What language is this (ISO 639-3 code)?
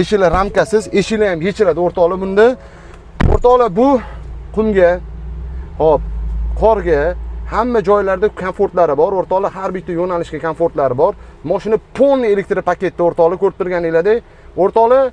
uzb